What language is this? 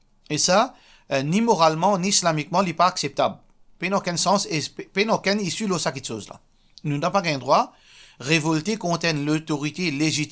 Morisyen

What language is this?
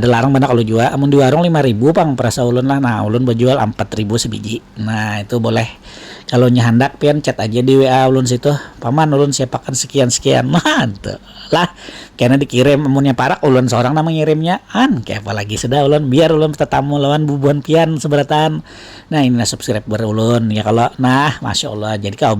Banjar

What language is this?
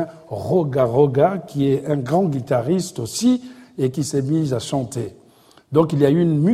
French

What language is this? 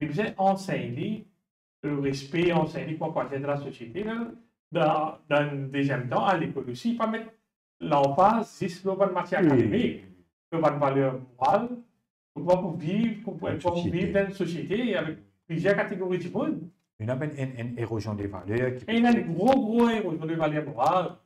Morisyen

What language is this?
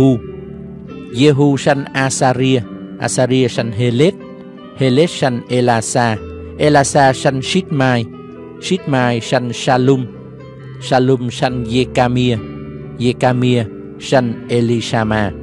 Vietnamese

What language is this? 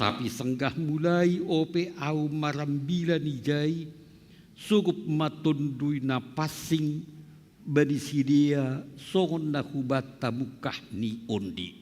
Batak Simalungun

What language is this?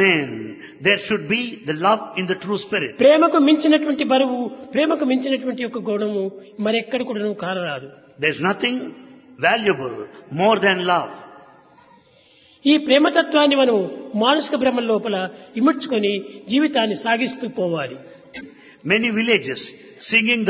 Telugu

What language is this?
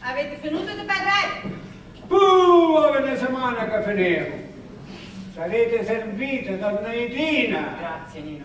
Sicilian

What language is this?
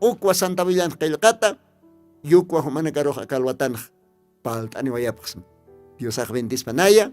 Aymara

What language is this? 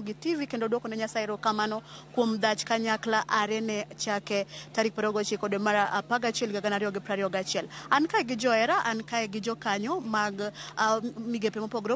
Luo (Kenya and Tanzania)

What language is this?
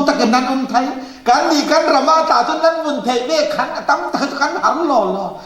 Falam Chin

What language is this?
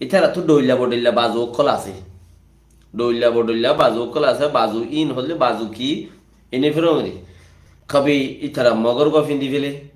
Rohingya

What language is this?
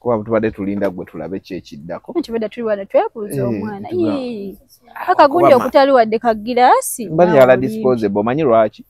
Ganda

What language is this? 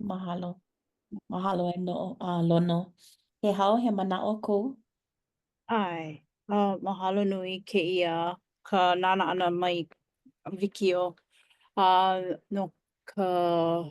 Hawaiian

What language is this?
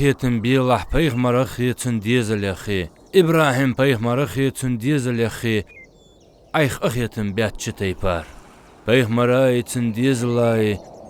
Ingush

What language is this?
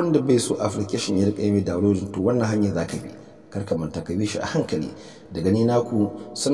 Hausa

